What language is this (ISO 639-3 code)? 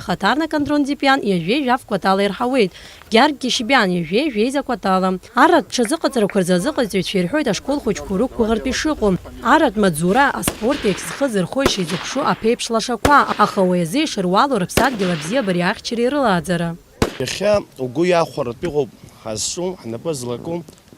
abk